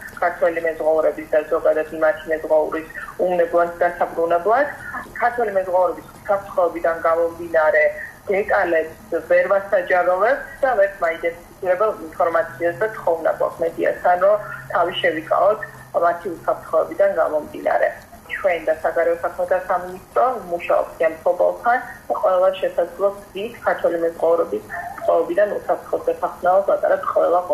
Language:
Georgian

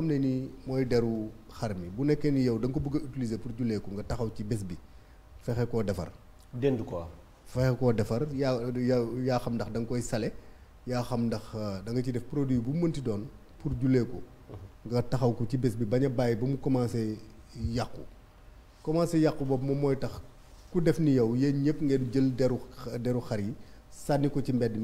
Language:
Wolof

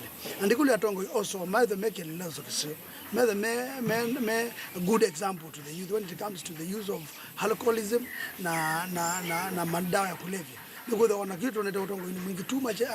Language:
Kamba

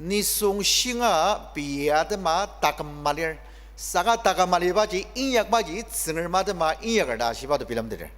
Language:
Ao Naga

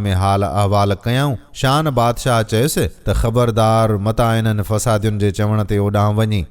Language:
Sindhi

